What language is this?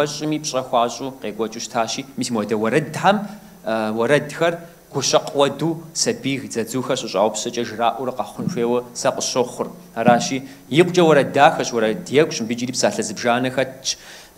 Kabardian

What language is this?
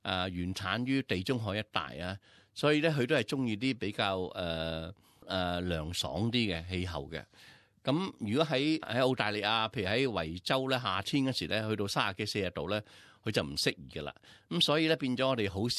Cantonese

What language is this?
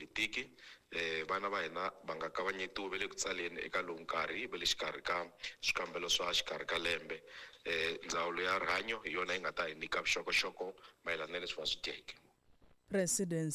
Tsonga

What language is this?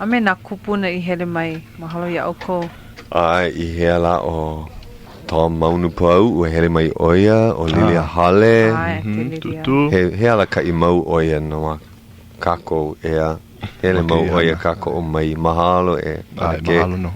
Hawaiian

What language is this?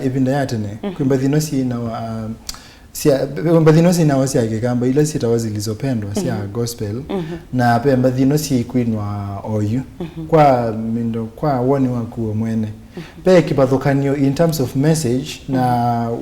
Kamba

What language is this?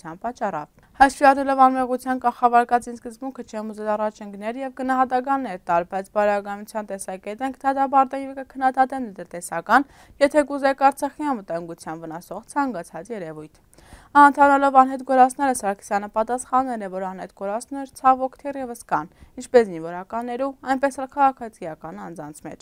Western Armenian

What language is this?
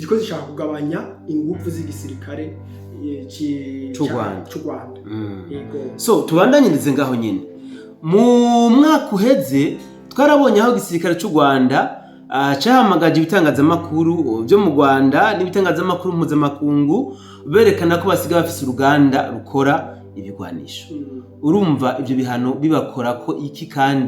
Rundi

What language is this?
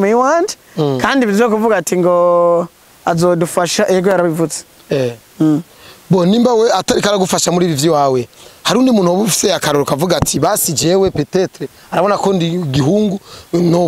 Rundi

